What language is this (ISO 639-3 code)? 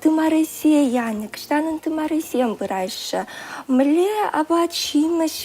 chv